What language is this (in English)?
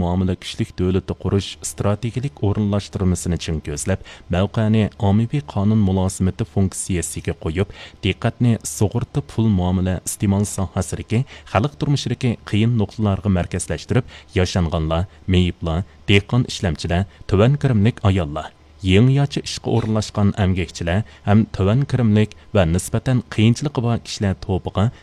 Uyghur